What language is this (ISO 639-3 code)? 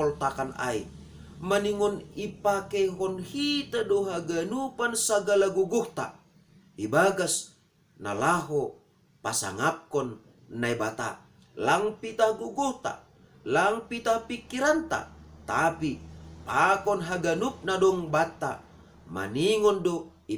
bts